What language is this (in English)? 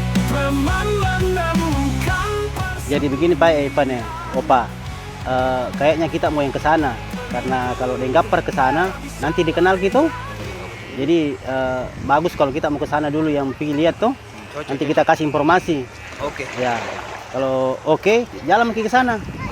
Makassar Malay